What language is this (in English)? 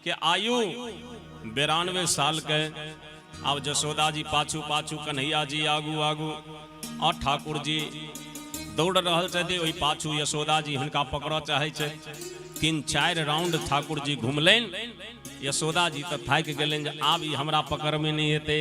Maithili